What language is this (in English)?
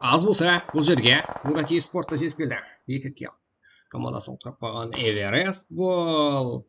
Kara-Kalpak